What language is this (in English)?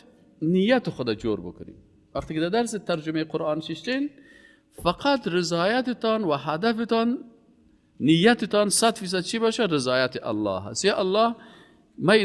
Persian